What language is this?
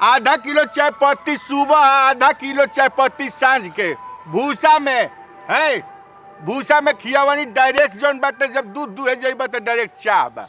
Bhojpuri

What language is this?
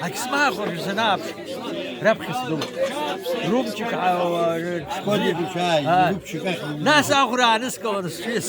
Abkhazian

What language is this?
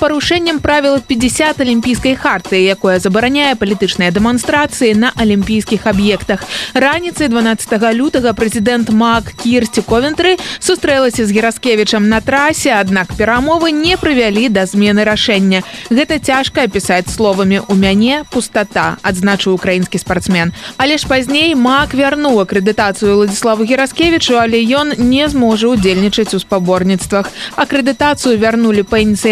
Belarusian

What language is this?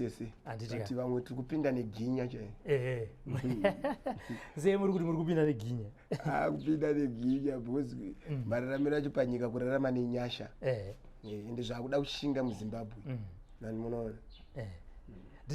Shona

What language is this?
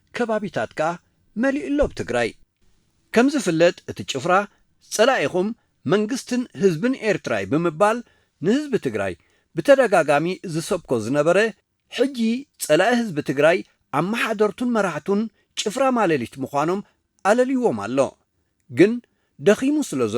Tigrinya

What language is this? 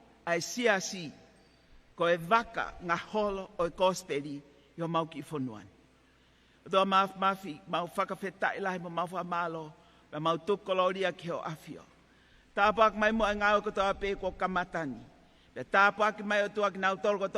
Tongan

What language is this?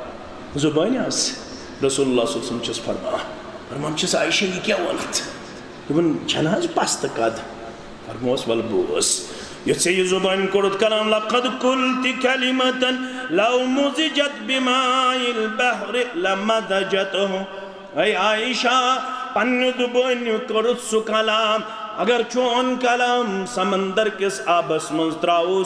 Kashmiri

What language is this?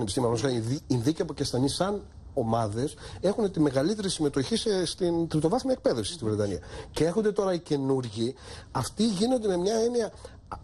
Greek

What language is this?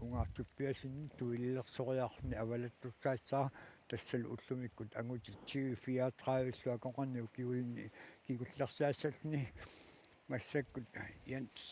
Kalaallisut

